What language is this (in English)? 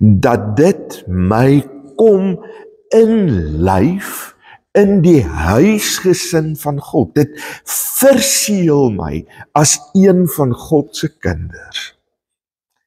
Afrikaans